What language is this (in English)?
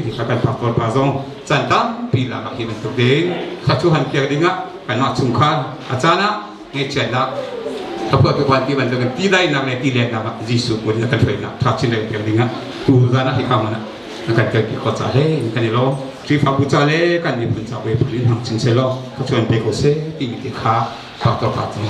Hakha Chin